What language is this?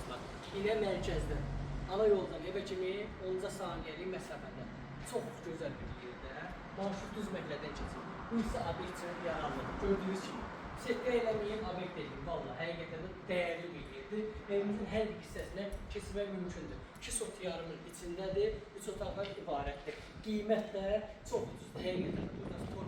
Azerbaijani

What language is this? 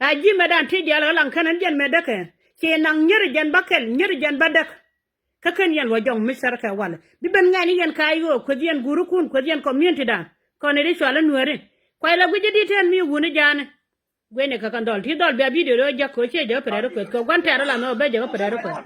Nuer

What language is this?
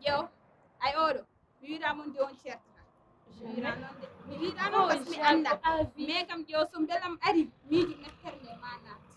Fula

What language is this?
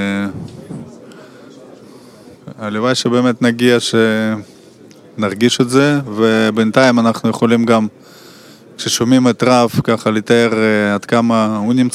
Hebrew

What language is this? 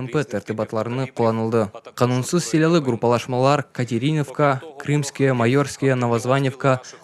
Crimean Tatar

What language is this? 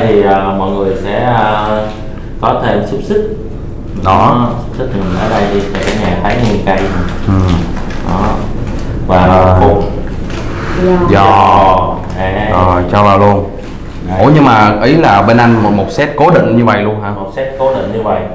Vietnamese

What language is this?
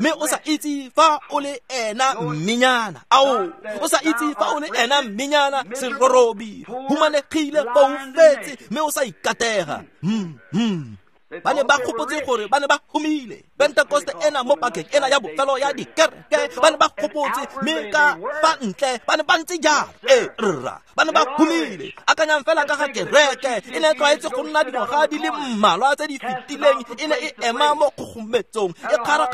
Tswana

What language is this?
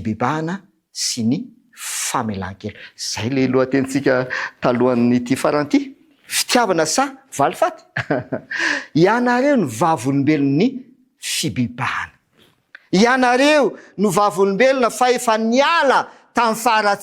Malagasy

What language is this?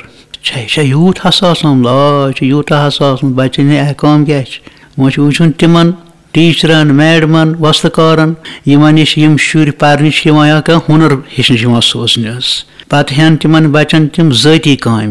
Kashmiri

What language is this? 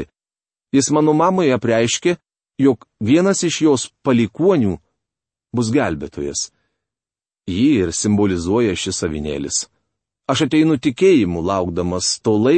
Lithuanian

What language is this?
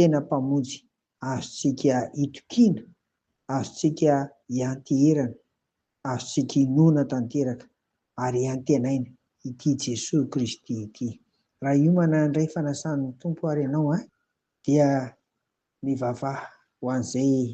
Malagasy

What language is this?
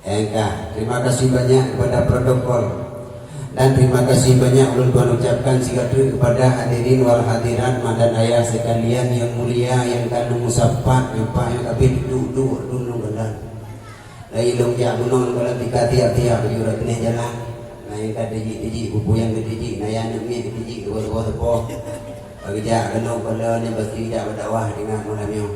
Achinese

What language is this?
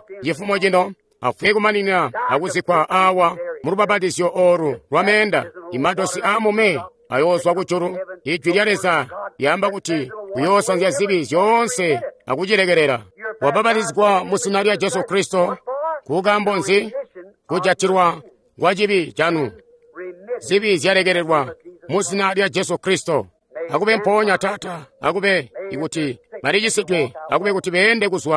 Tonga (Zambia)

